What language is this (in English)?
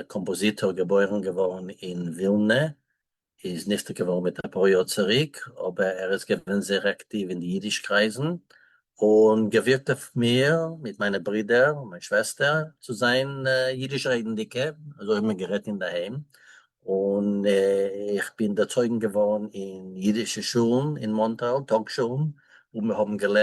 Yiddish